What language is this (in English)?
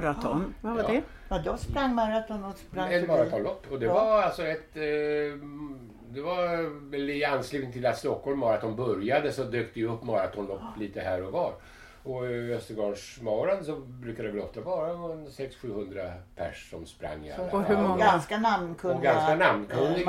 Swedish